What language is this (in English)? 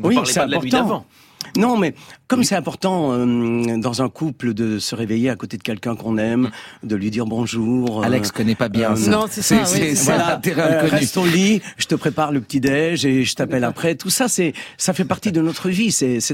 French